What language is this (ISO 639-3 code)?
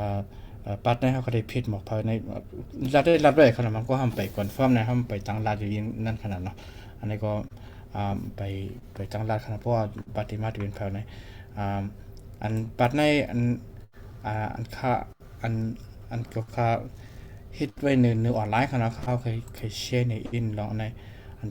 shn